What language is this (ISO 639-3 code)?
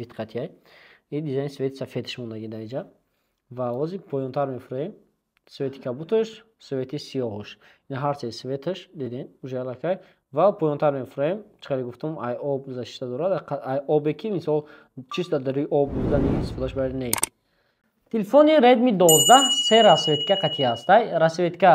tgk